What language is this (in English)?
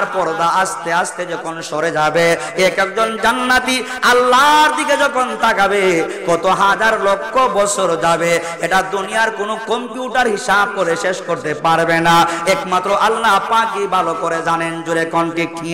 Bangla